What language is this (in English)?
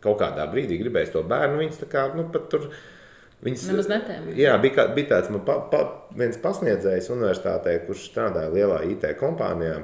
Latvian